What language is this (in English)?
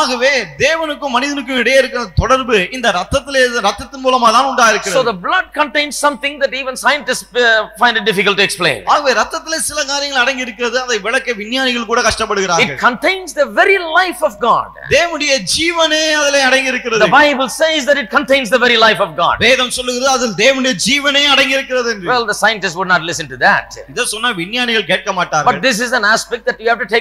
Tamil